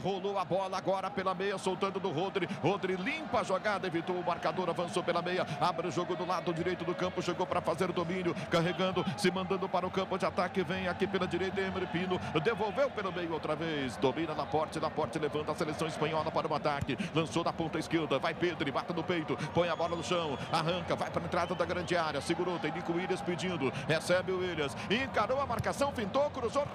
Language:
Portuguese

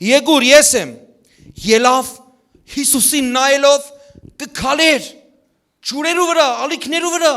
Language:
Western Armenian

